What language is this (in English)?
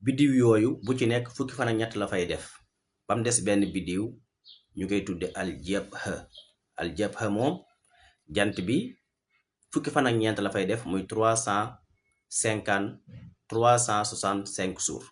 Wolof